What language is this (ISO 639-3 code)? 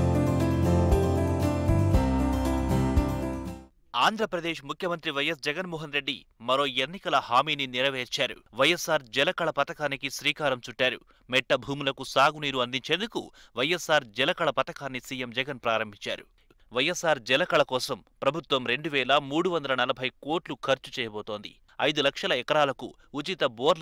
tel